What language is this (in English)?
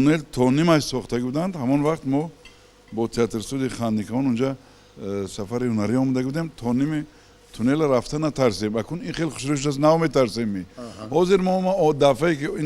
Tajik